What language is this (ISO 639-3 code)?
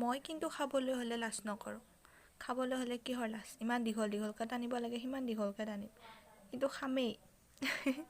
asm